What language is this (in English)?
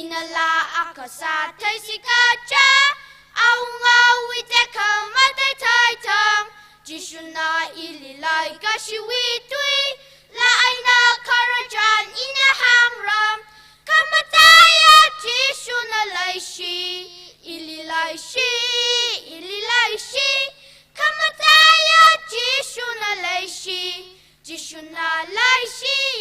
Tangkhul Naga (India)